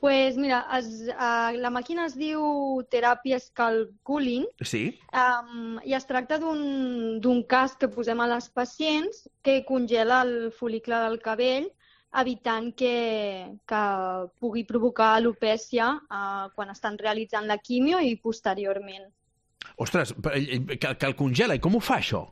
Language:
Catalan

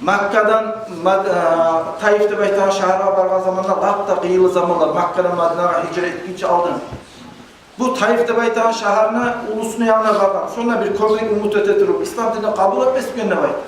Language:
Kumyk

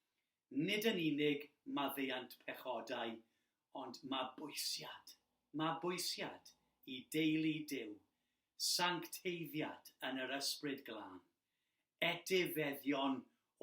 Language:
Welsh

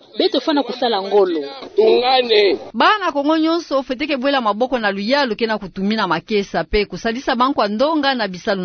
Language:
Kituba (Democratic Republic of Congo)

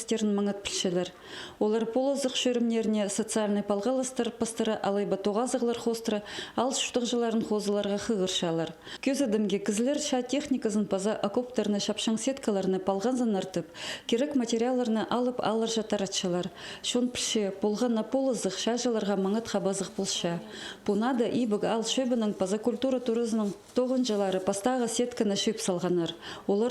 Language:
Khakas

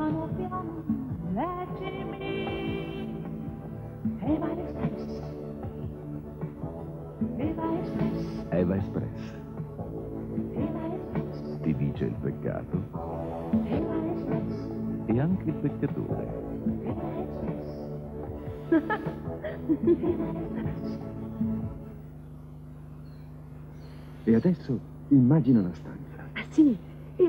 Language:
Italian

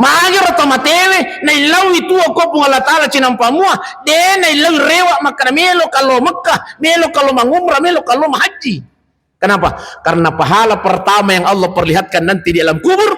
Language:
Buginese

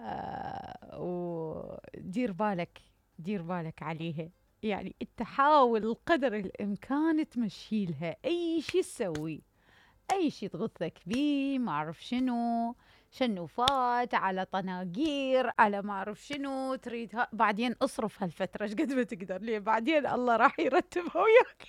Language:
Mesopotamian Arabic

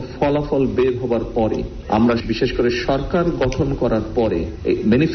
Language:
Bangla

